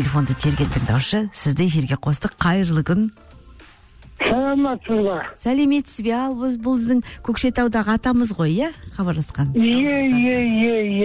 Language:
Kazakh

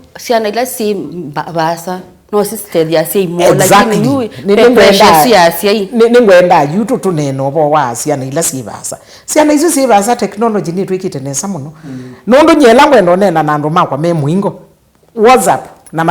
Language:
Kamba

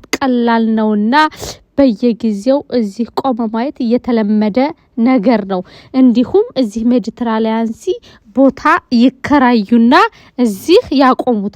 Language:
Amharic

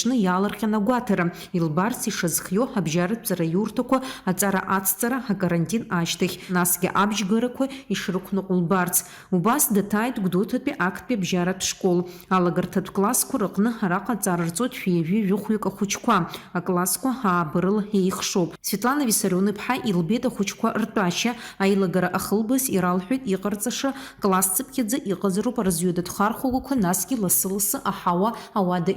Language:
Abkhazian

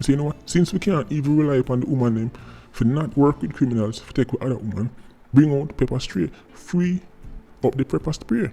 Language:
Jamaican Creole English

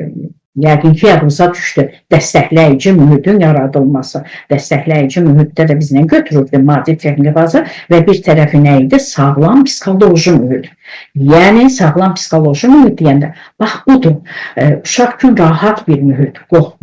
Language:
Azerbaijani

